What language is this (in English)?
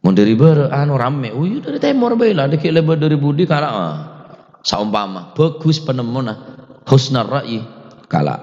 Madurese